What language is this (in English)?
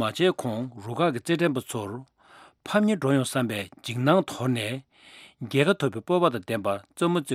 Tibetan